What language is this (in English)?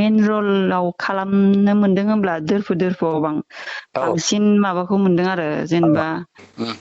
Bodo